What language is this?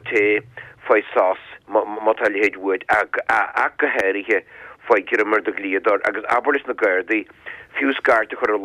Irish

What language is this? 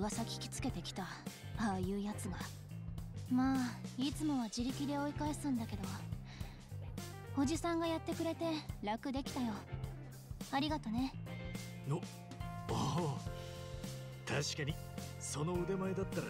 Japanese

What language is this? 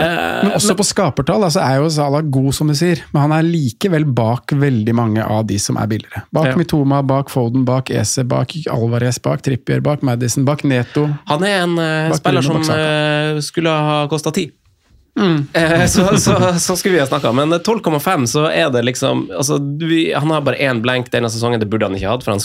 Norwegian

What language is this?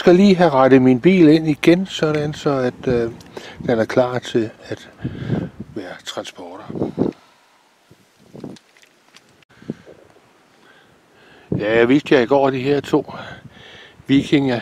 Danish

